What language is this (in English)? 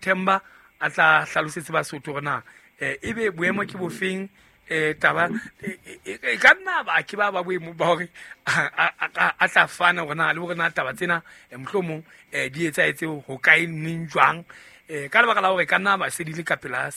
Southern Sotho